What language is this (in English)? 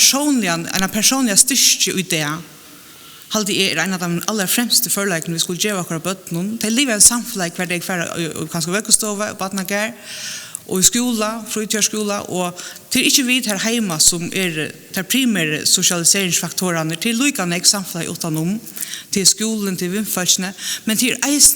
Faroese